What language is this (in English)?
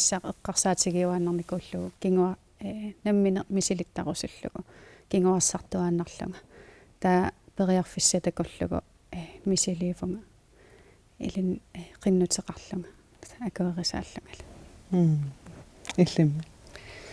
Kalaallisut